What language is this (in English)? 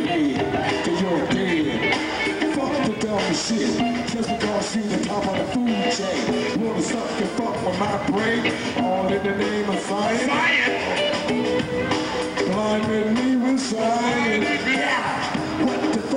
English